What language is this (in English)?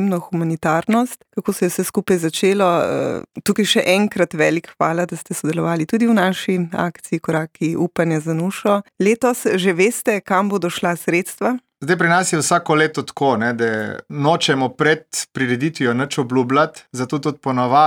Slovenian